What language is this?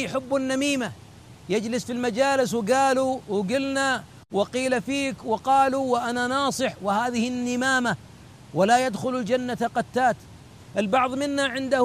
Arabic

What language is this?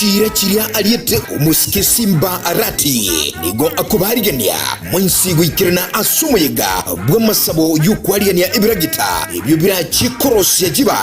Gusii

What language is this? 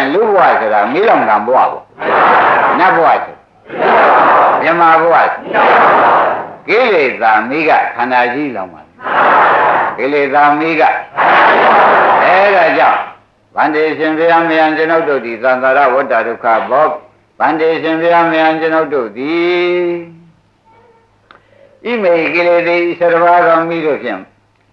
Burmese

